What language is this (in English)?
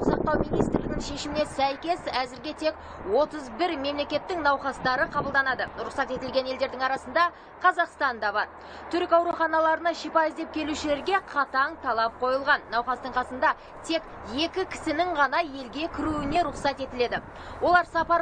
Kazakh